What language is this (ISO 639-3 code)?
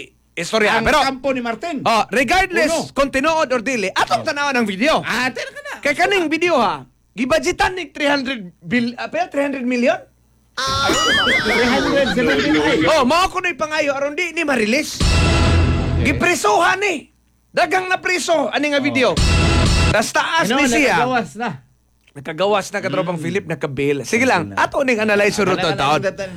ceb